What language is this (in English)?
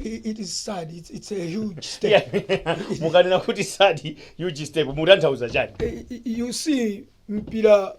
Nyanja